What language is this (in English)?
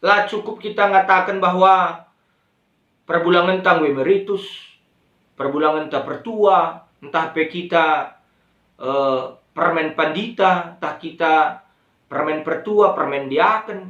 Batak Karo